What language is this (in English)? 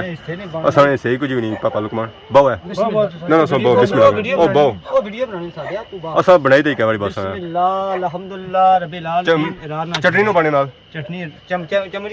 Pahari-Potwari